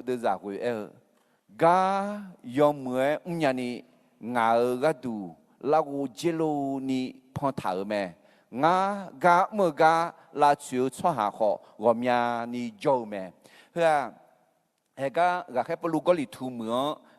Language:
Akha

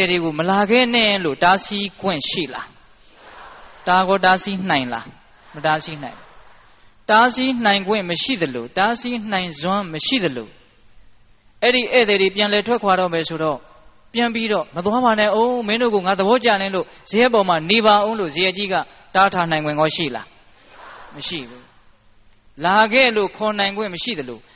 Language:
Burmese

